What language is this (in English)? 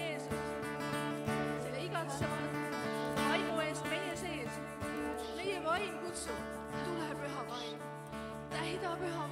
Estonian